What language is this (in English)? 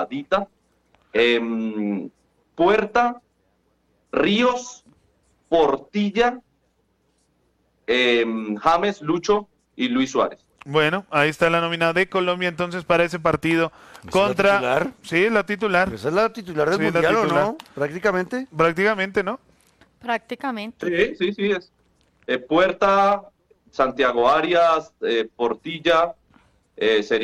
Spanish